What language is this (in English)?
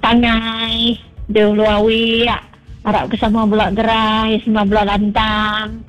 Iban